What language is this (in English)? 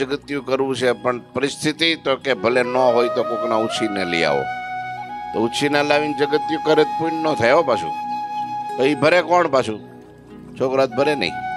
Gujarati